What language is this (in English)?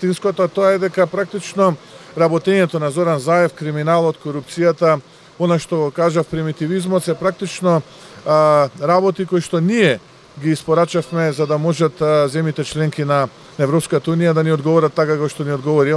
Macedonian